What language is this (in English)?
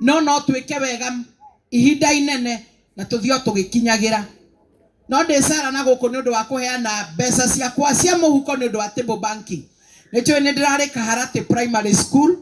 Kikuyu